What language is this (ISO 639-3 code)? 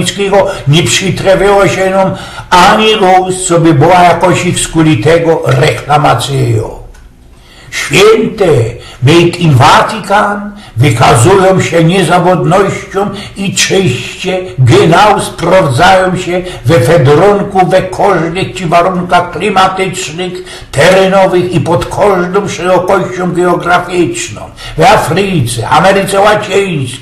szl